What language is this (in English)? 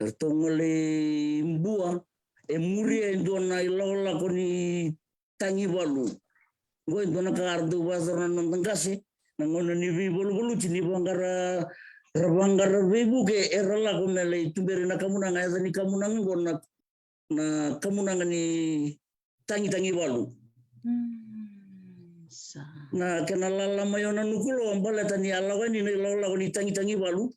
Fijian